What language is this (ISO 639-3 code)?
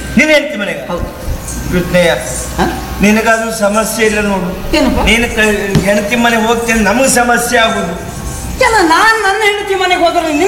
kan